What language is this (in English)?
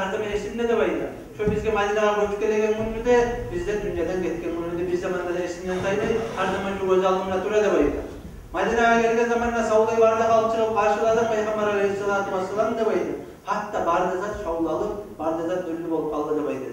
Kumyk